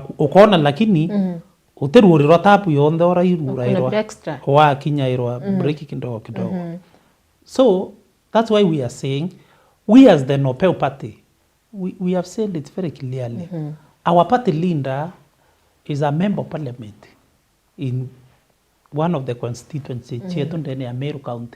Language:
Meru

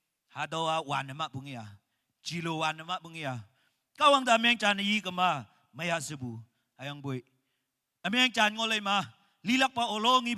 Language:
Naga Pidgin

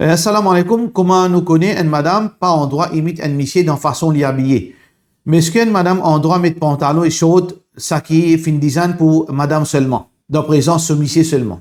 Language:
Morisyen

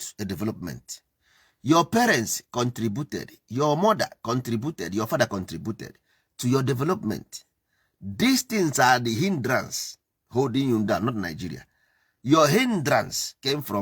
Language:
Igbo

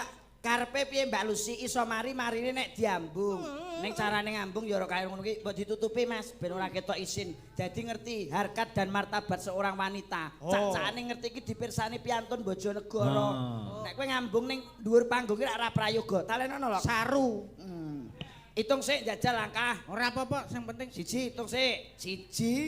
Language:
Javanese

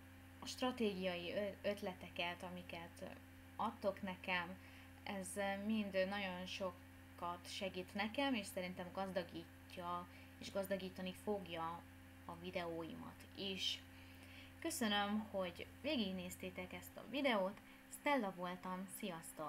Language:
Hungarian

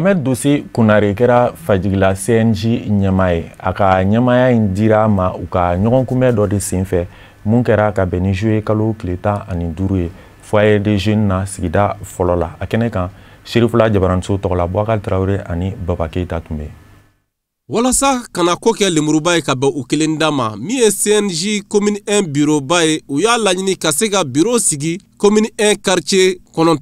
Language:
Bambara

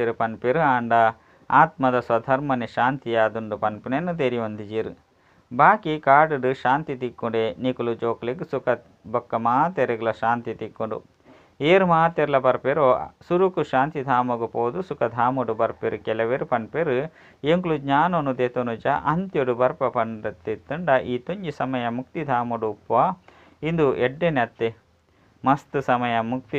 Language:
Tulu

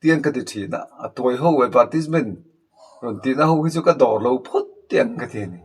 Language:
Mizo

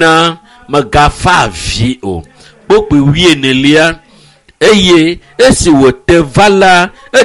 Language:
Ewe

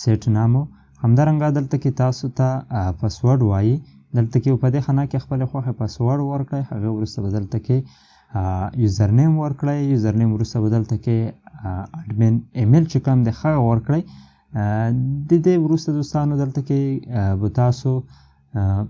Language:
Pashto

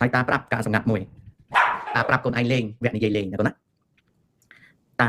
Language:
Khmer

